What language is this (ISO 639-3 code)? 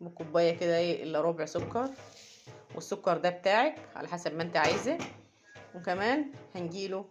arz